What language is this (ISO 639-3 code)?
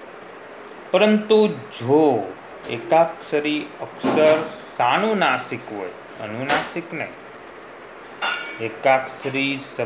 guj